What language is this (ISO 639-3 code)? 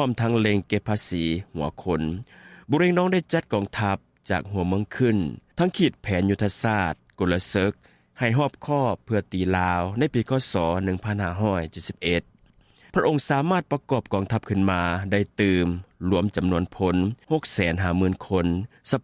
lao